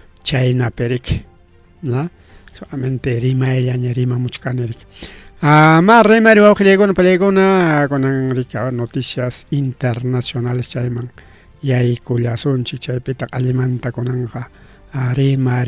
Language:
Ayacucho Quechua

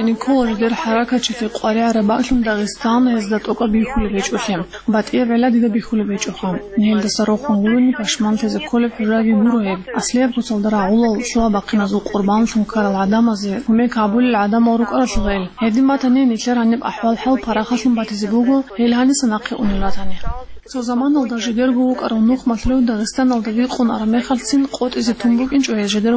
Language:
Avaric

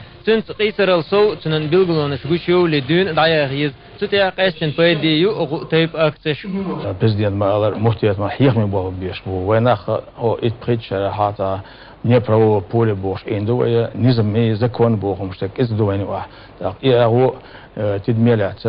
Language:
Chechen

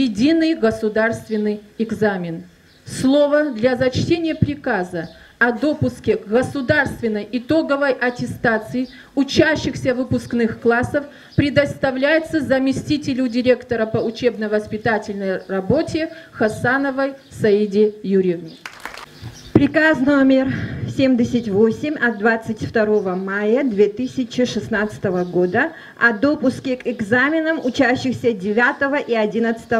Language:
Russian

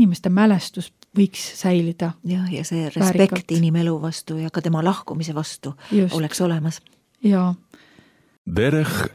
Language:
Estonian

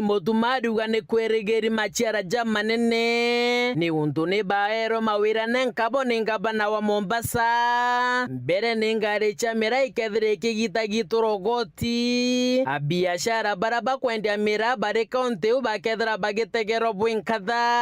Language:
Meru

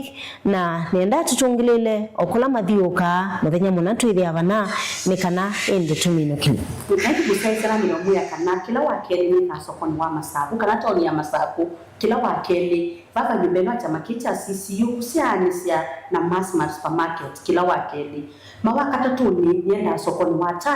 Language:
Kamba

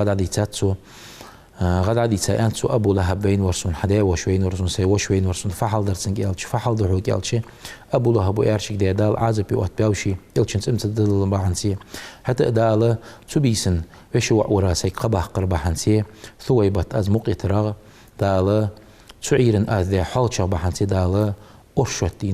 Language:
Ingush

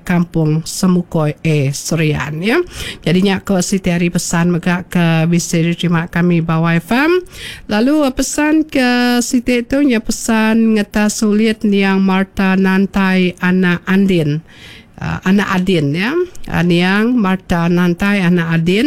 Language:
Iban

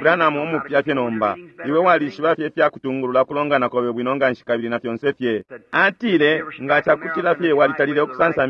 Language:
Bemba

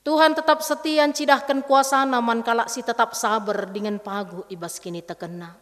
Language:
Batak Karo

